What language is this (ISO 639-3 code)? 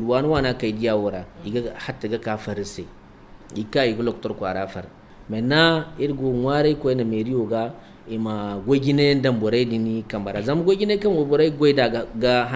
dje